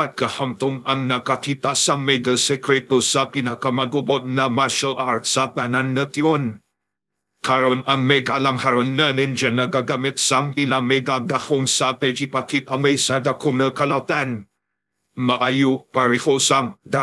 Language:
Hiligaynon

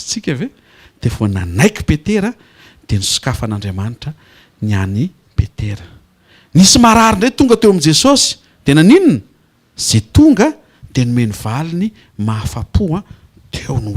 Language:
Malagasy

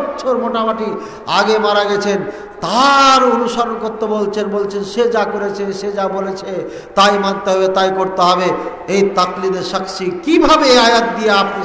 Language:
Bangla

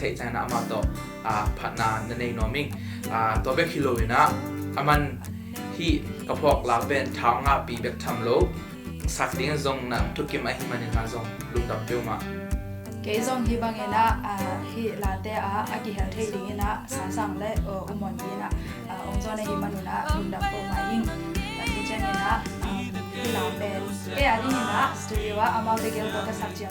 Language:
Tedim Chin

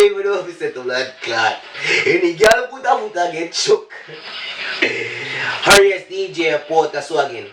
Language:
Jamaican Creole English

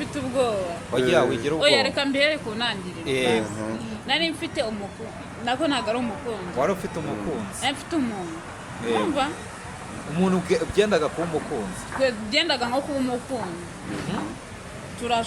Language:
Kinyarwanda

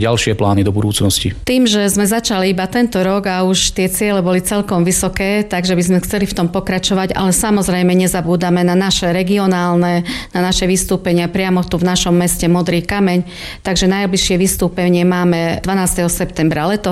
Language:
Slovak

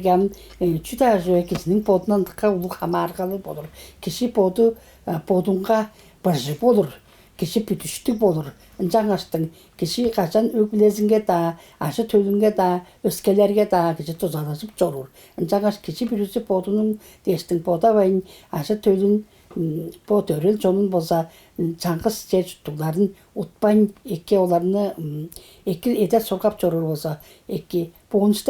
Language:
Tuvinian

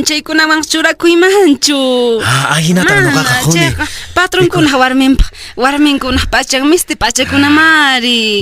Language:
Quechua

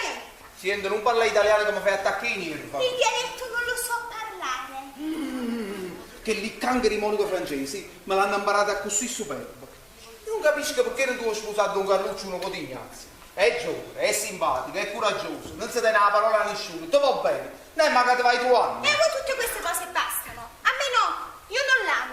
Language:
Neapolitan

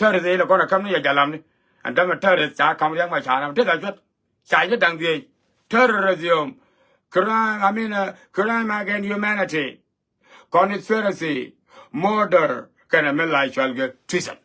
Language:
Nuer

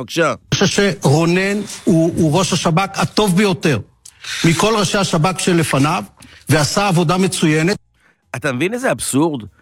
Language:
Hebrew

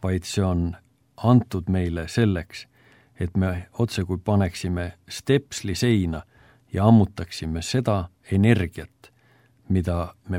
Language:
Estonian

